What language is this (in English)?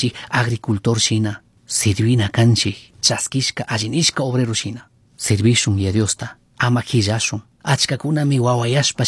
Chimborazo Highland Quichua